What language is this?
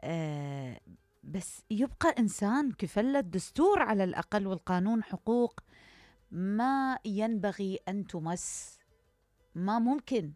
Mesopotamian Arabic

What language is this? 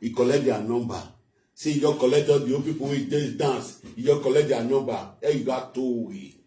Nigerian Pidgin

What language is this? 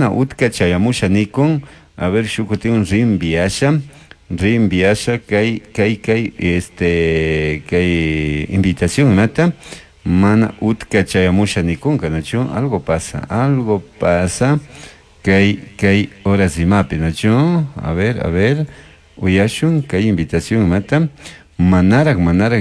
Chimborazo Highland Quichua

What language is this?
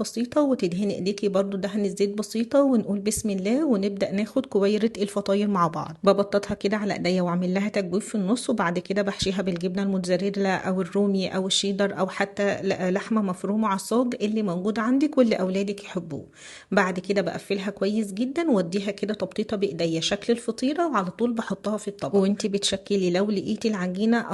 Egyptian Arabic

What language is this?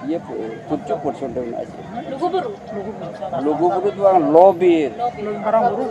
Santali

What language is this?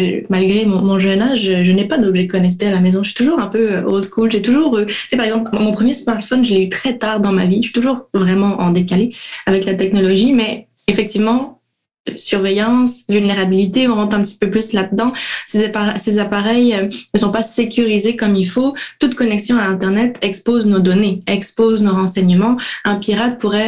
French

